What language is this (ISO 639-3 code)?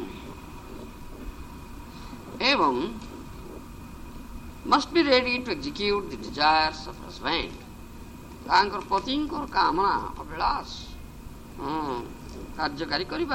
ori